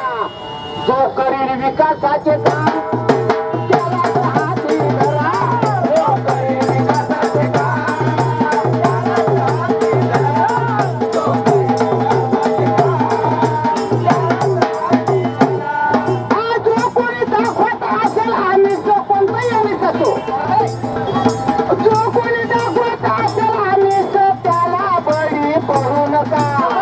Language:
Marathi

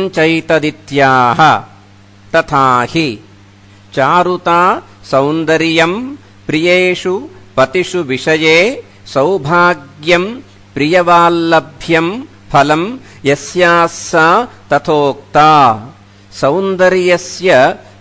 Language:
Sanskrit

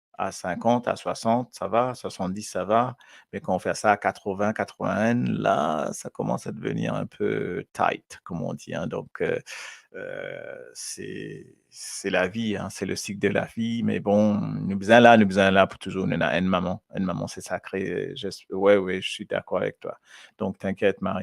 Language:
Morisyen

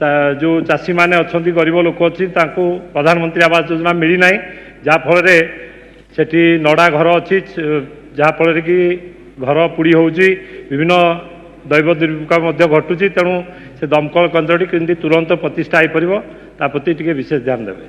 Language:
Odia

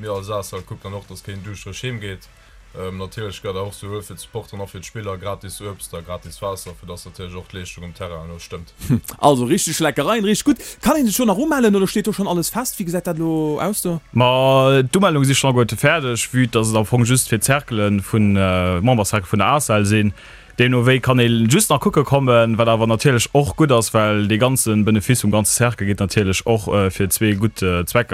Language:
Luxembourgish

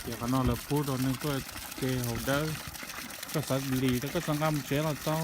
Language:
Hmong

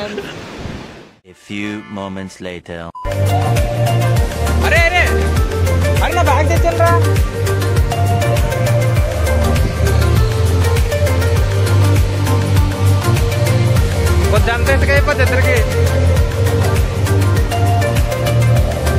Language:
Telugu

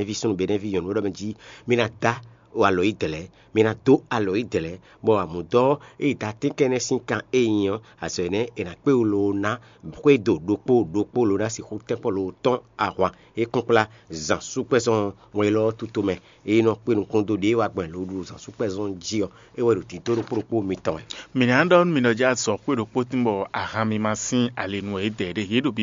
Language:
Fon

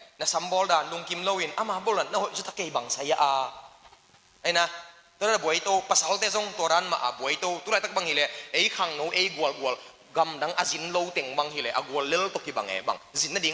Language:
Tedim Chin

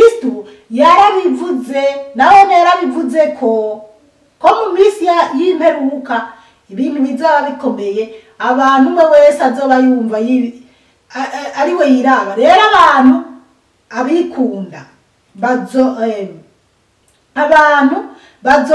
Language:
Rundi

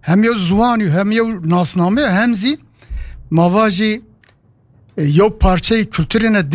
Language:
Kurdish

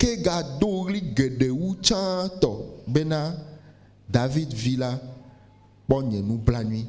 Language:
Ewe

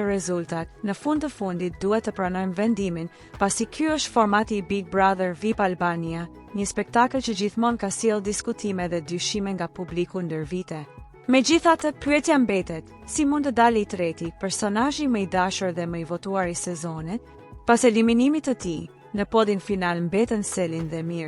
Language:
Albanian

